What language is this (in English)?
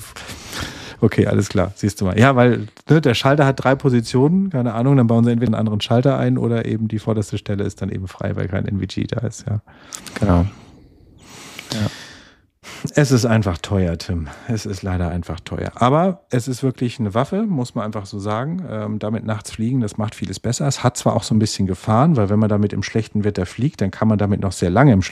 German